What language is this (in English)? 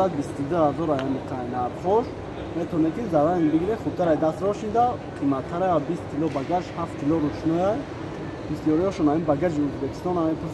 Tajik